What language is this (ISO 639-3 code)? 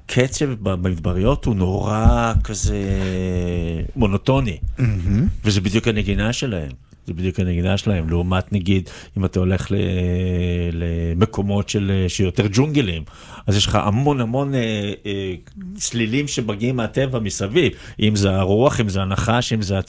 heb